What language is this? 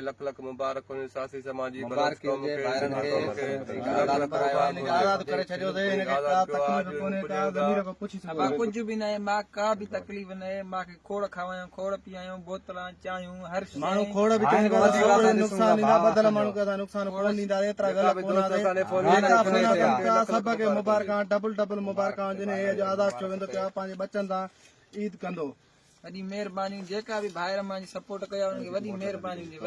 Sindhi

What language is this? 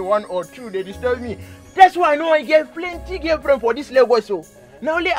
Nigerian Pidgin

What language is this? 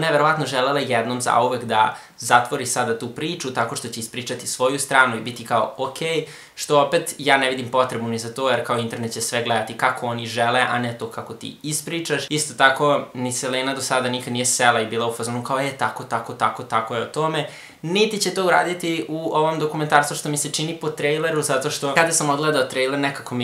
Serbian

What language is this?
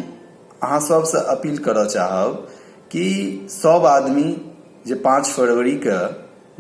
Maithili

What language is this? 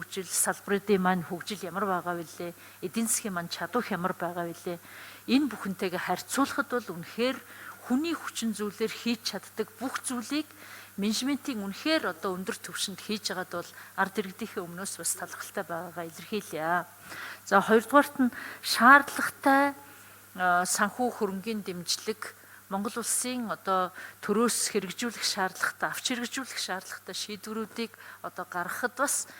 Mongolian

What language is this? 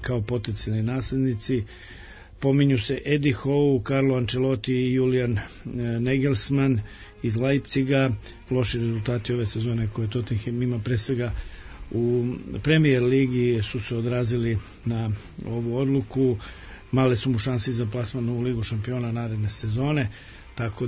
Serbian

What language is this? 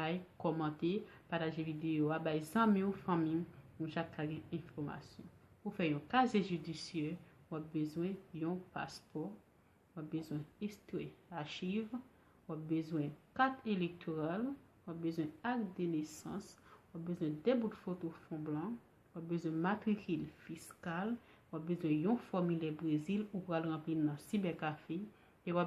Haitian Creole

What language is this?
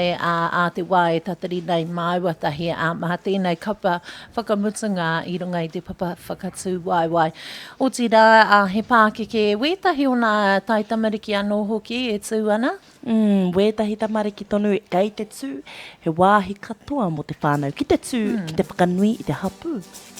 Māori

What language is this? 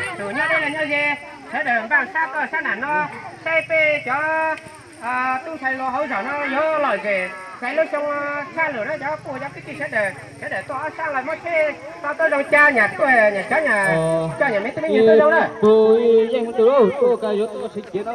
Hmong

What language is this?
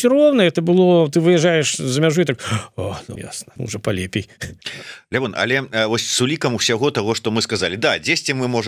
Belarusian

